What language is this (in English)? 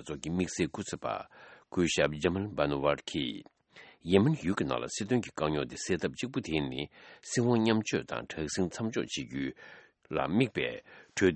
Tibetan